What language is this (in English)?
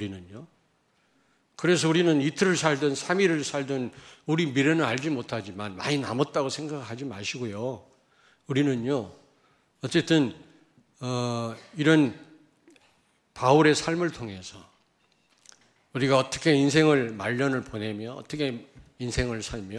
Korean